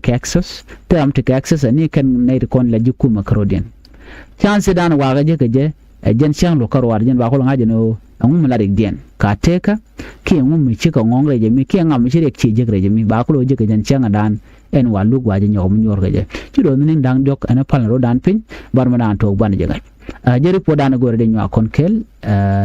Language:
Nuer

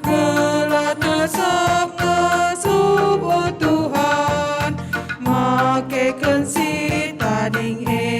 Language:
Batak Karo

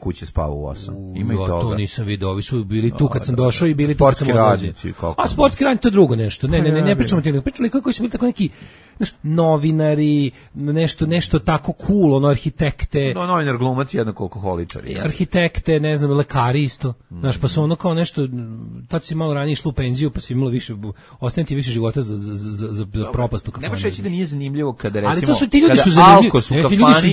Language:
Serbian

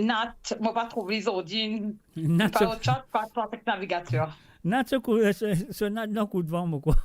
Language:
Morisyen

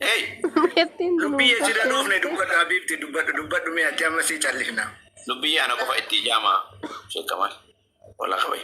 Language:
Oromo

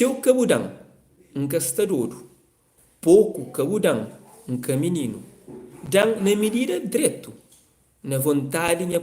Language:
Kabuverdianu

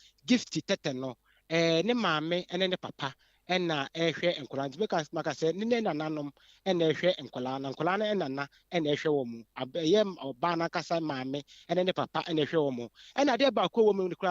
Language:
Akan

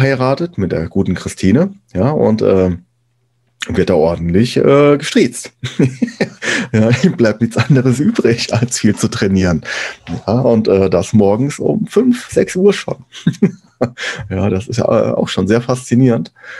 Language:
German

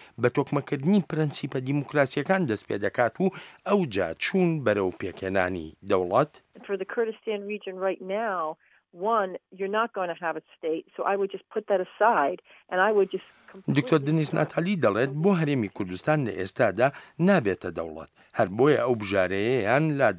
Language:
Central Kurdish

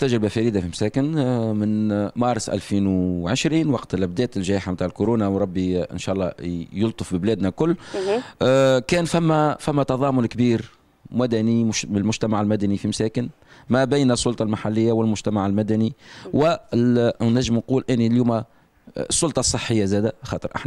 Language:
Tunisian Arabic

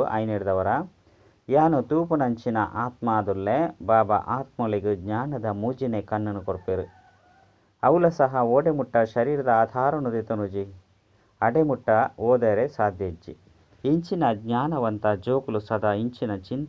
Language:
Tulu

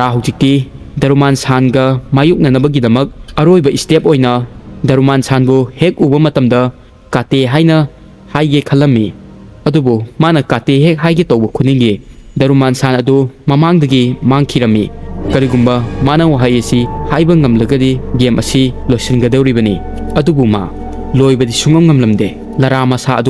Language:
Manipuri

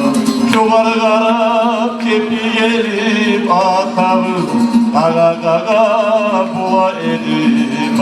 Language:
Kumyk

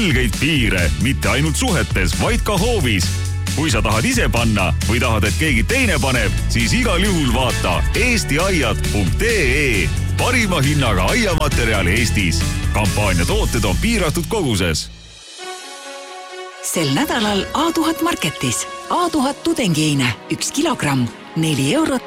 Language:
Estonian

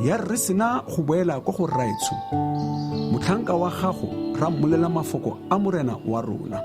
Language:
Tswana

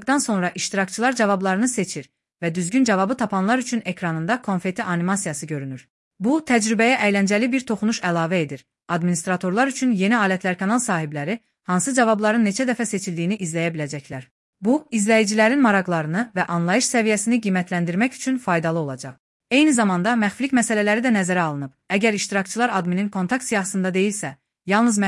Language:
Azerbaijani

